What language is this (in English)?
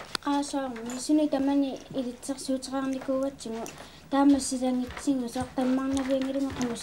Kalaallisut